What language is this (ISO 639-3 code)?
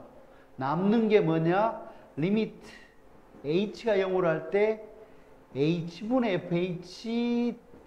kor